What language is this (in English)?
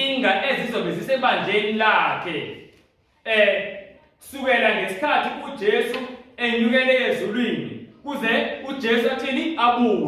Zulu